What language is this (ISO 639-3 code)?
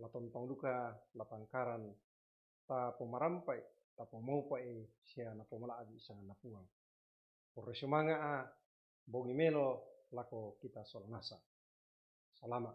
sda